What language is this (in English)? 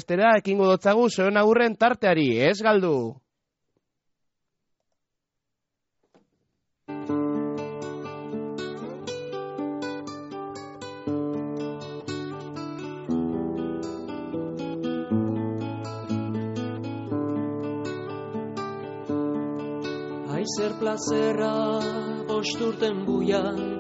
Basque